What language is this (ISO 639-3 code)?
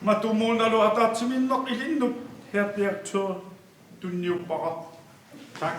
kal